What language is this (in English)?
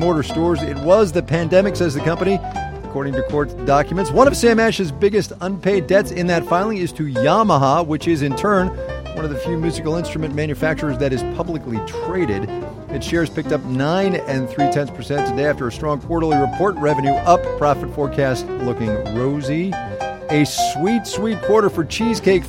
English